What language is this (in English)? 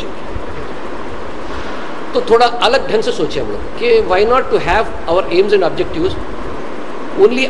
Urdu